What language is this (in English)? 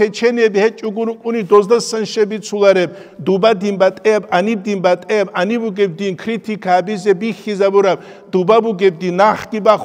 Avaric